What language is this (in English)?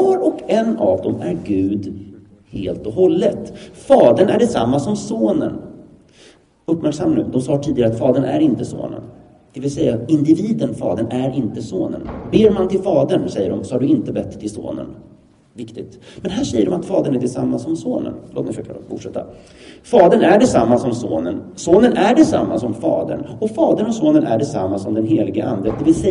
Swedish